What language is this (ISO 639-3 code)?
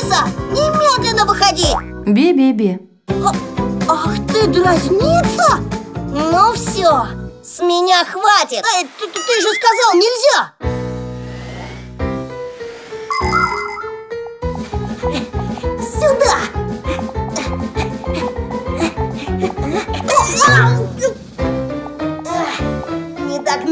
rus